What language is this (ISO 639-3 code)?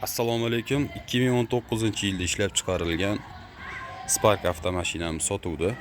uzb